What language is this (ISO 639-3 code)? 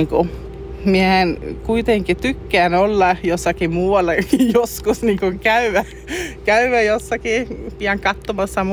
fin